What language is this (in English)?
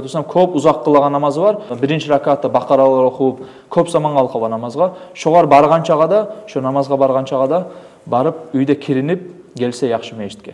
Kumyk